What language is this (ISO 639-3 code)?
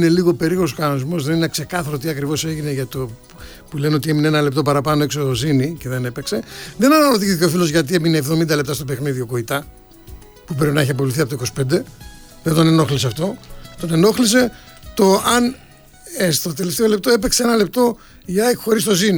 ell